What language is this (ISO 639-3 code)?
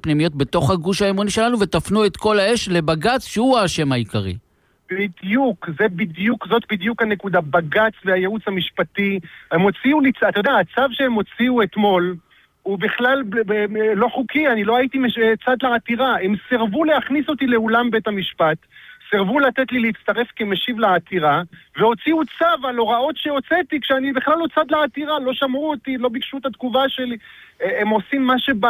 heb